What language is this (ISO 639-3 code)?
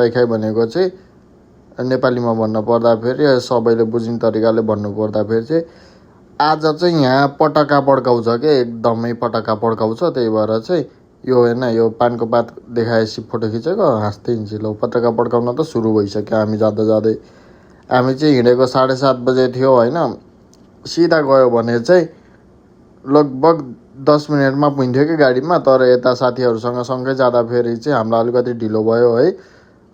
nep